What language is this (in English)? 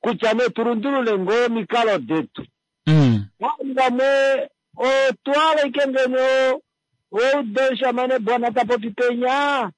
Kuanyama